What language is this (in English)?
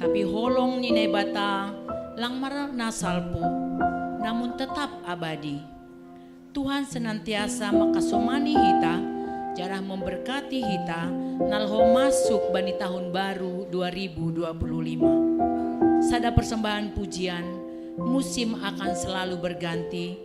Batak Simalungun